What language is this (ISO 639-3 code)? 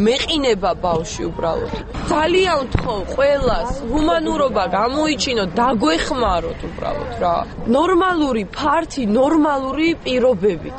kat